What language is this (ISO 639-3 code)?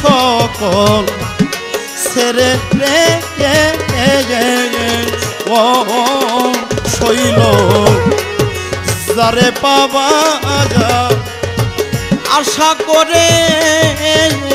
ben